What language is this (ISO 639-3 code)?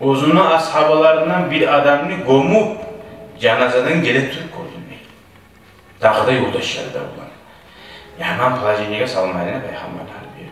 kum